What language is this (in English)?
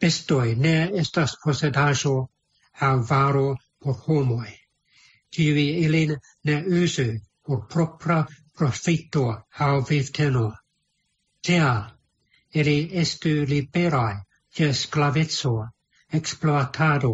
Esperanto